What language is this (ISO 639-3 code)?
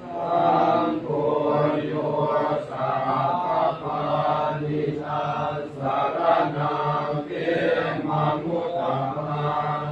pli